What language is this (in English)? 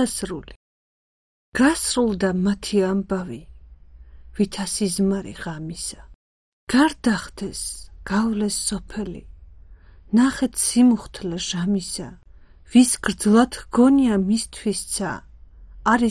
Georgian